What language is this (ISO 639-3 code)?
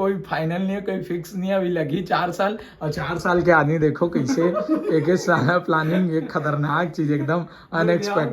hne